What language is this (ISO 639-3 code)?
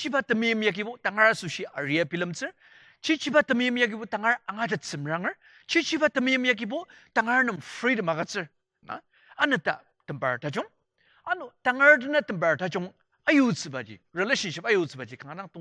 njo